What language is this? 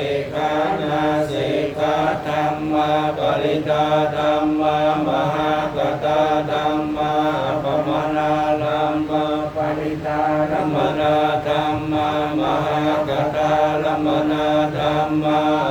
Pali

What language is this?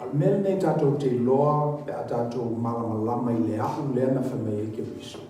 Samoan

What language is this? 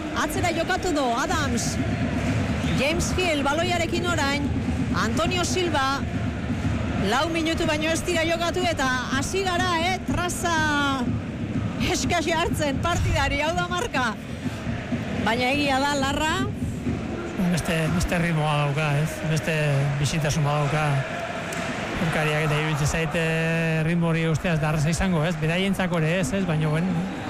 Basque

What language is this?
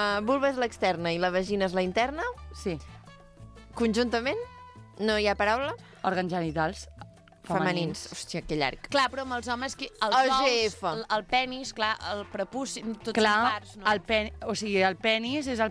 Catalan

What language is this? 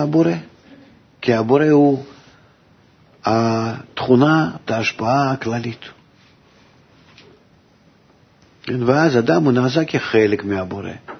Hebrew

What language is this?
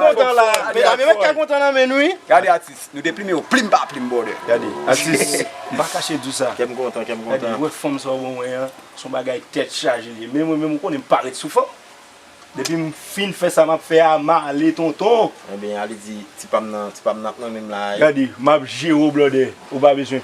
Haitian Creole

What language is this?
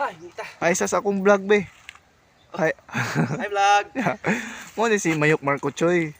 Cebuano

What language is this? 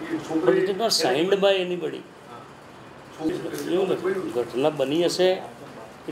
Gujarati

